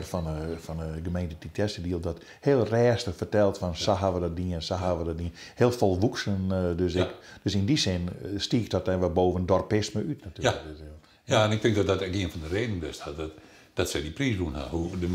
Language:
Western Frisian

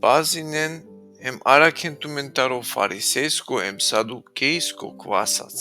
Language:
Balkan Romani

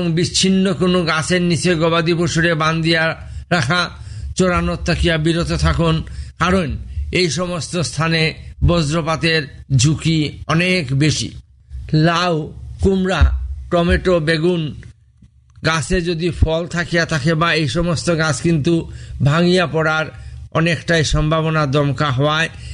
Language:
Bangla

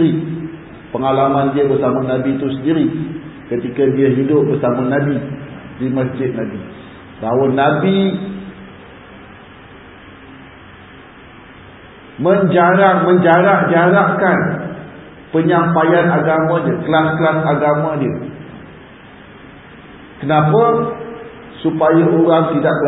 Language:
Malay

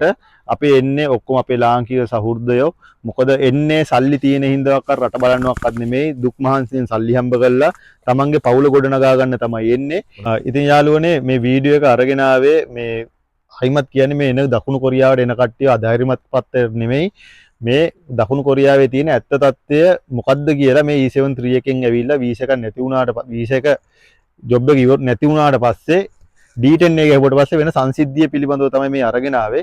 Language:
Sinhala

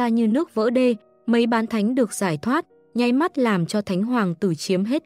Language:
Vietnamese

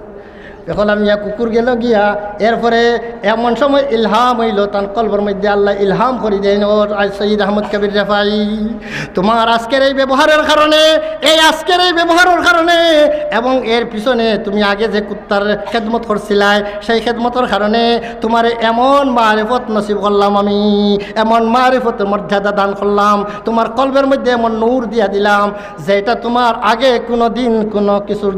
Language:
Sylheti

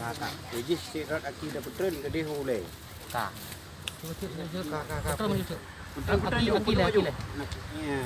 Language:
Achinese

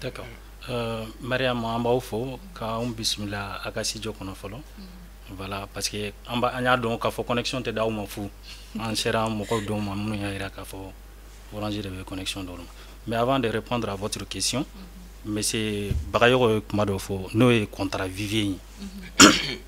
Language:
Bambara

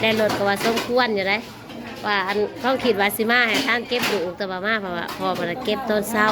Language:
Northeastern Thai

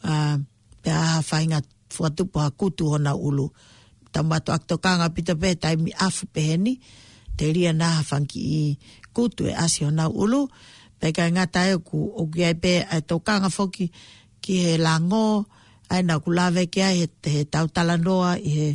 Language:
Tongan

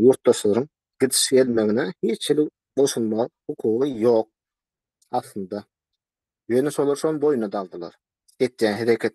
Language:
Turkmen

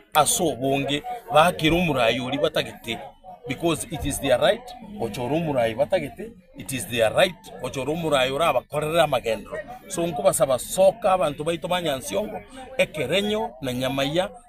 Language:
Gusii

